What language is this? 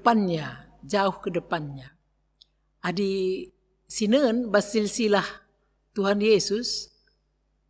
Batak Karo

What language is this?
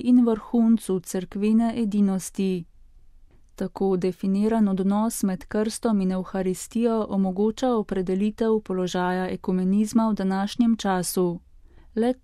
Slovenian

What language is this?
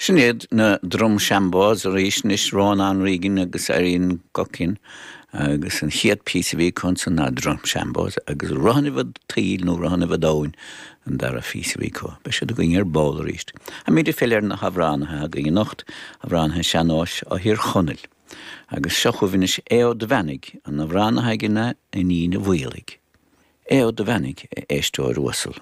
Irish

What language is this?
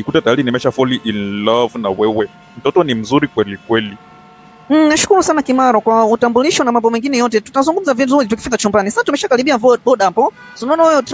Swahili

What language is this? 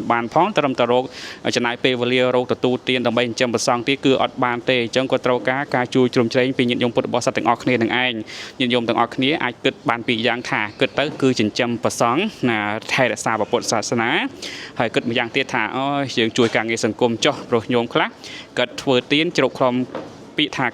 Khmer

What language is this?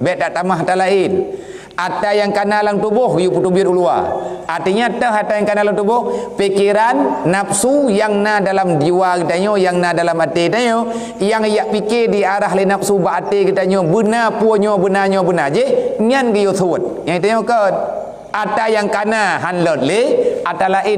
Achinese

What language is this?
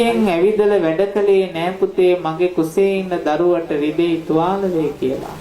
Sinhala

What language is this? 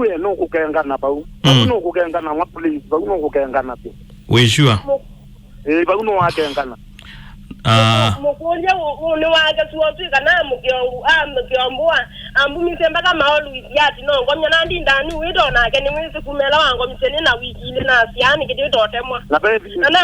Kamba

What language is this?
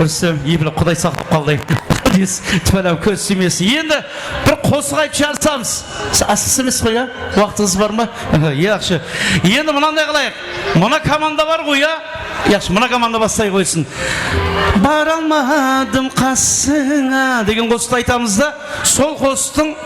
Kara-Kalpak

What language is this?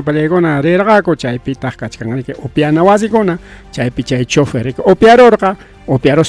Ayacucho Quechua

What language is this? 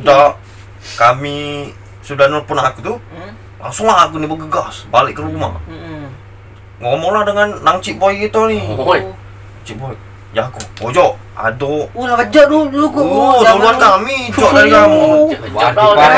Musi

